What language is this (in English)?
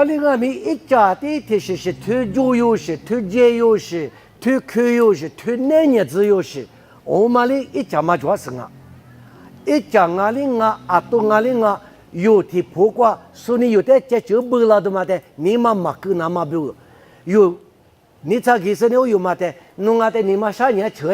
Lisu